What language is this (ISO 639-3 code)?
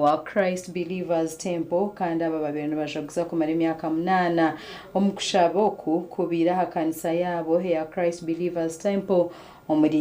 nyn